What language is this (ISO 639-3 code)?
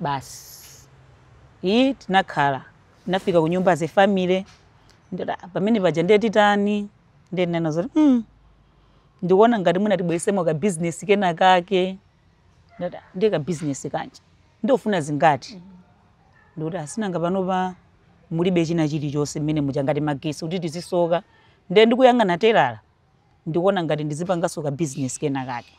nya